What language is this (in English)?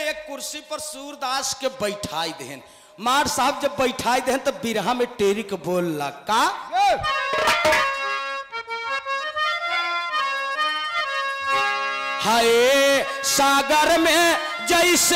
Bhojpuri